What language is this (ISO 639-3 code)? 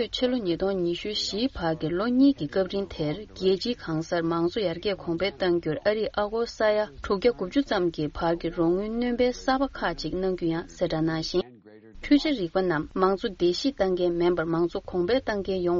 bod